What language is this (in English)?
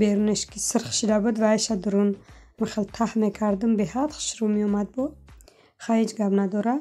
Tajik